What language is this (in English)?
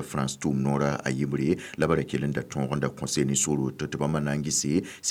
Mossi